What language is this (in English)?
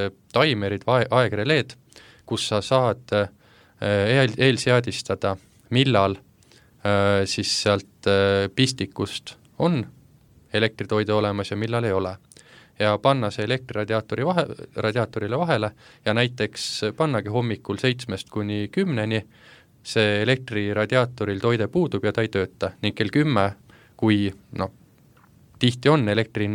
Estonian